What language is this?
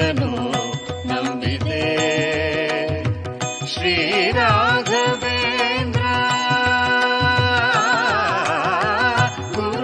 Kannada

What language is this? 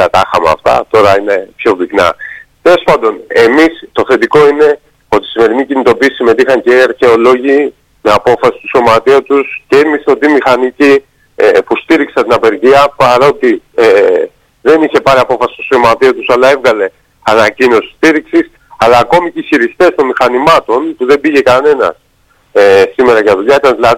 Greek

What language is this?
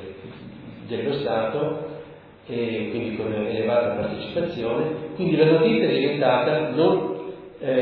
Italian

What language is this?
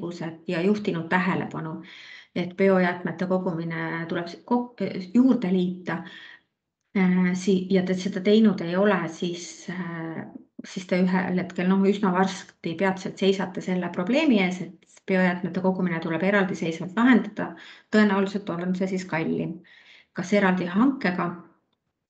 Estonian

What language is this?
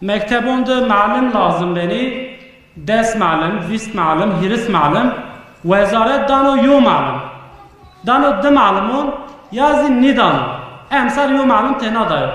Zaza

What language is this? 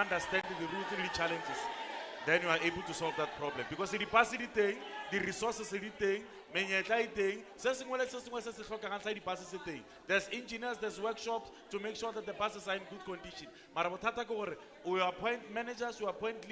Tswana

